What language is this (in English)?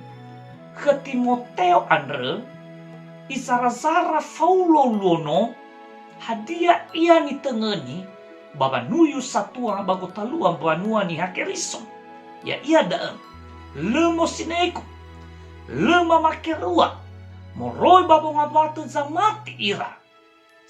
Nias